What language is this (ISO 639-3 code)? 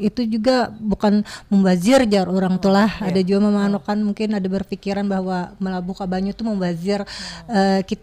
bjn